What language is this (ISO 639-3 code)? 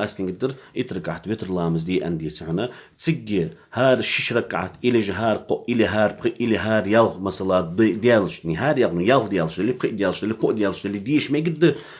inh